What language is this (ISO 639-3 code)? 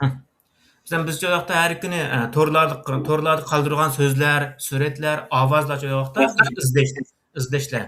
uig